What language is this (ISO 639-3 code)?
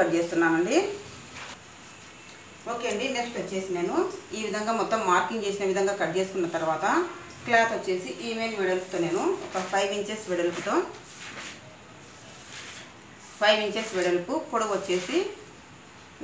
tel